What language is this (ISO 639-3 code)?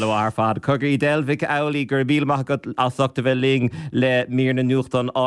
gle